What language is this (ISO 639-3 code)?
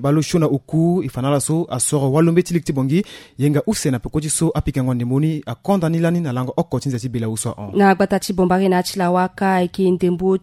sag